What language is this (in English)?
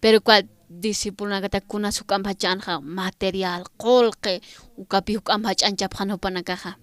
Aymara